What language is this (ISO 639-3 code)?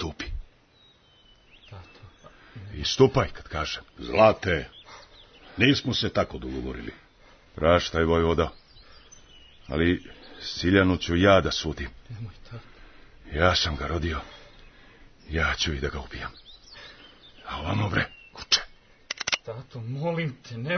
srp